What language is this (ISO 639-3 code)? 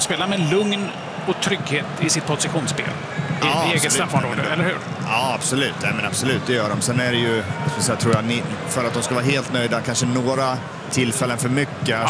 swe